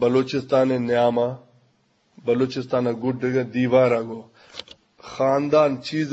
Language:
Eastern Balochi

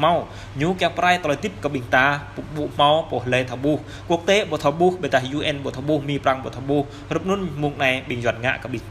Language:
Jarai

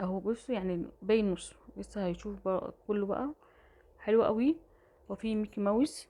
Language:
Egyptian Arabic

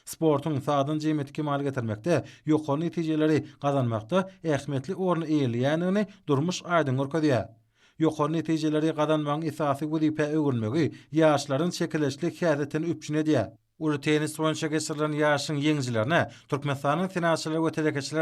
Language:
Turkmen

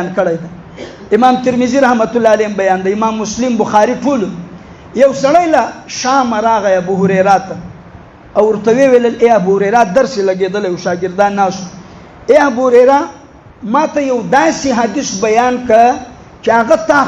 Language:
Pashto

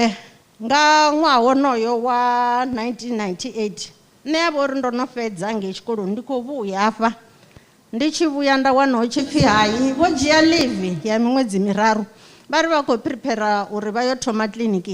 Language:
Venda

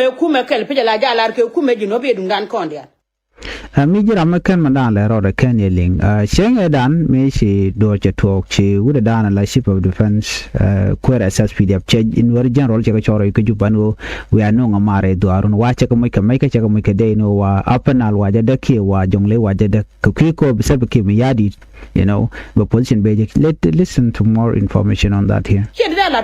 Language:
Nuer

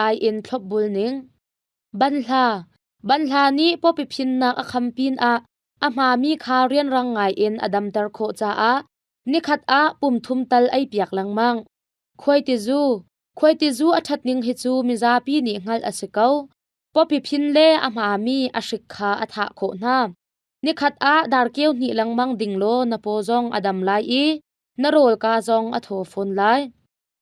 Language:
Hakha Chin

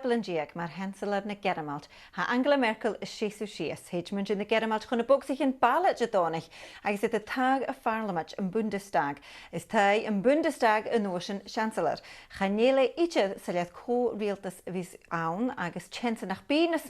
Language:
Scottish Gaelic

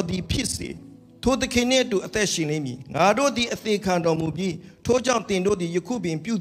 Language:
Burmese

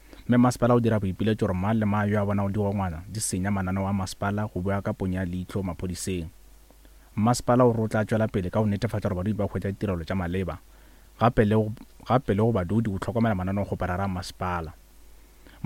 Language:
Northern Sotho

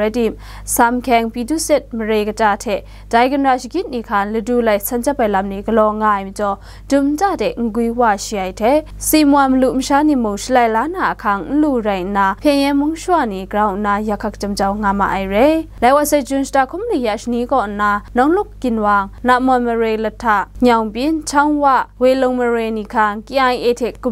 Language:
Kachin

